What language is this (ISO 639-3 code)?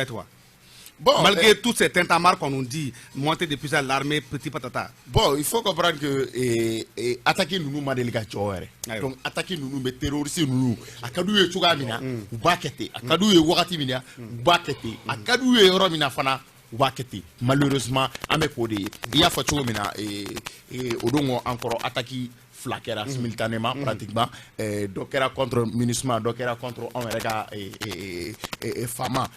bam